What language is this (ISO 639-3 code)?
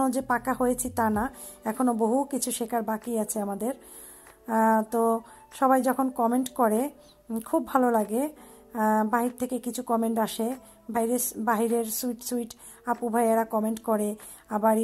ben